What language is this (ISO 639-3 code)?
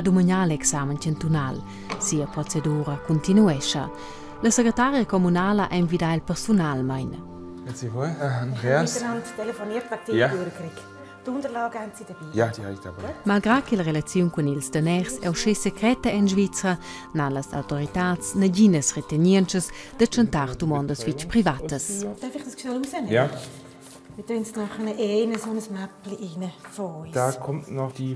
roh